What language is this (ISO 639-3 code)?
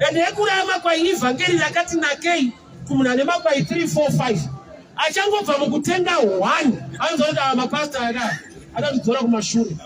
sna